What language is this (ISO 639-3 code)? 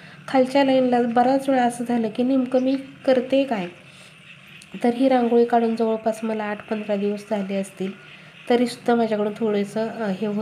mar